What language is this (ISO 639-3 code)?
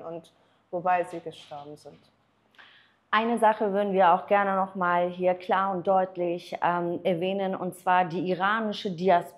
deu